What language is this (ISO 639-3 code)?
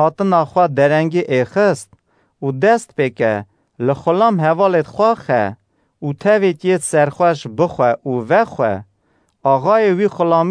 kur